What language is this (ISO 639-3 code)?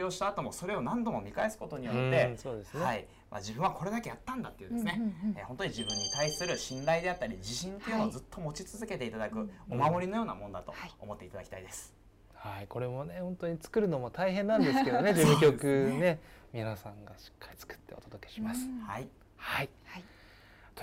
jpn